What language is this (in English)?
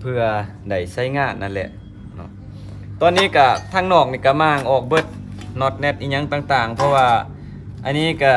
Lao